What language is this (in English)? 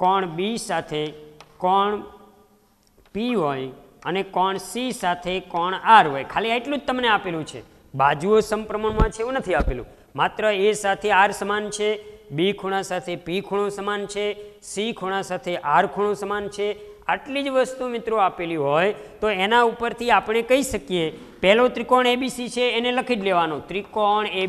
Gujarati